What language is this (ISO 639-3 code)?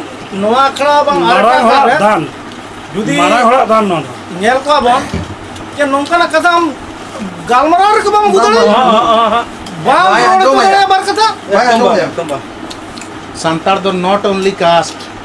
sat